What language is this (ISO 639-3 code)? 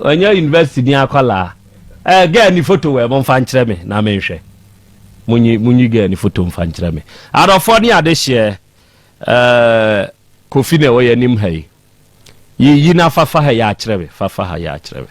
aka